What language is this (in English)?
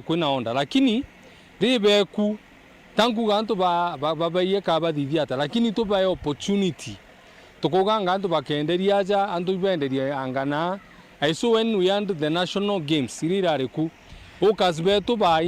Meru